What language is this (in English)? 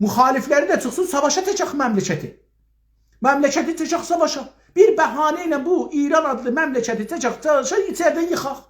South Azerbaijani